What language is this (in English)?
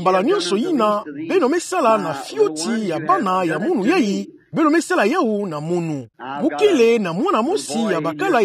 Kituba (Democratic Republic of Congo)